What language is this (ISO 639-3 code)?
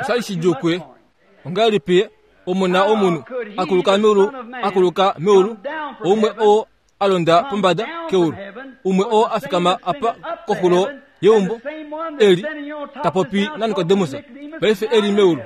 kua